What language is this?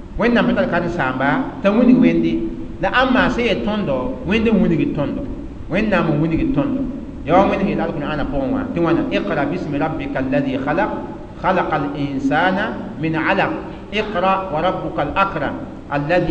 Mossi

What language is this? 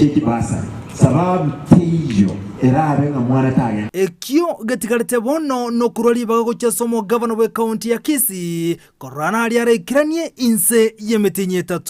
Gusii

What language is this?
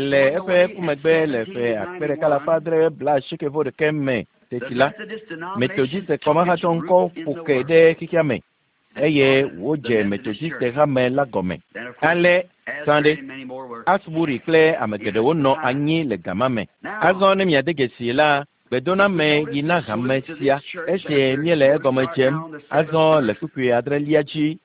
Ewe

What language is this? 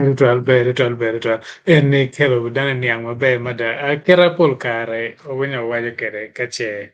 Acoli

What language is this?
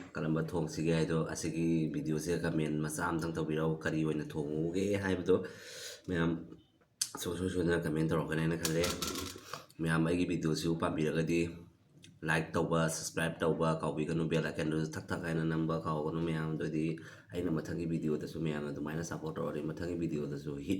Manipuri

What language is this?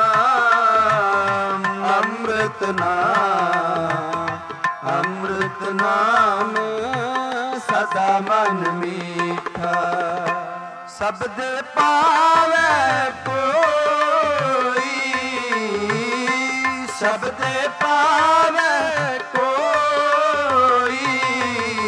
Punjabi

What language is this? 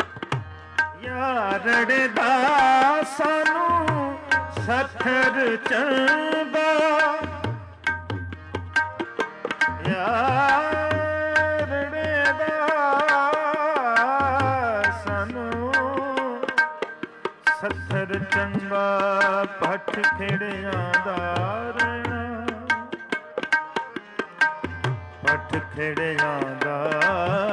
Punjabi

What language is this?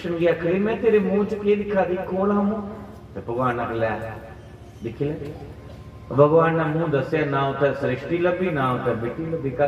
Dogri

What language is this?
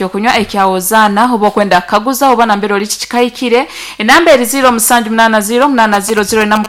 Nyankole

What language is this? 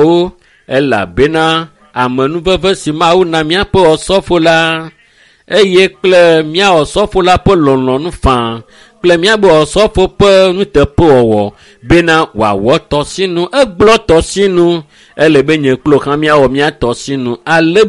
Ewe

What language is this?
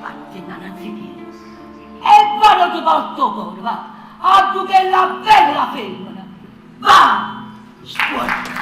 Neapolitan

